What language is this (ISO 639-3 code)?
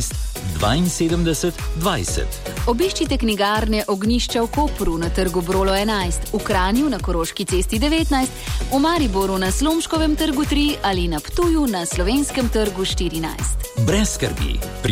slv